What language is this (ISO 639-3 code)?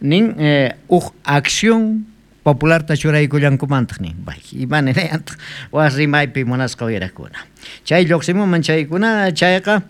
quh